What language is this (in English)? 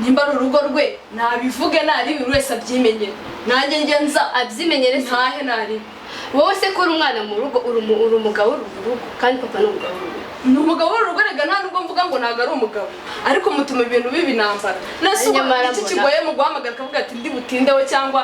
Kinyarwanda